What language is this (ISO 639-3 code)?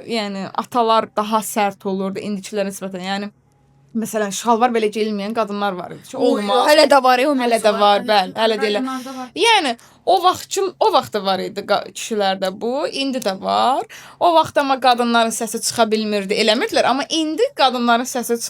aze